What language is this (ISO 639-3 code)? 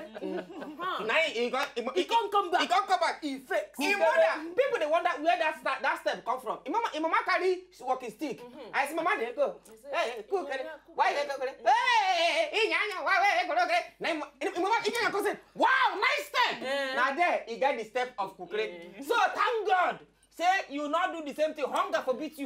pcm